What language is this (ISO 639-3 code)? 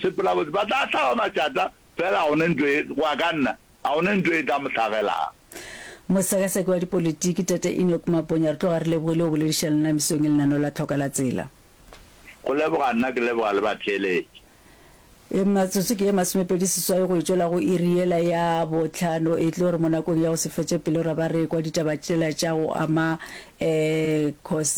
nso